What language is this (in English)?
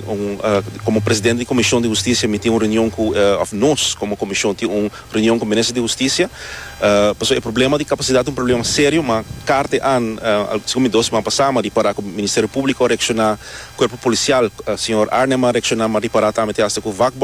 Papiamento